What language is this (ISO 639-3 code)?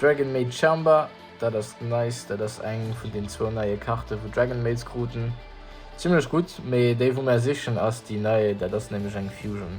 ltz